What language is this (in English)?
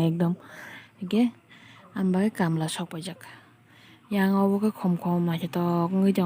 Kok Borok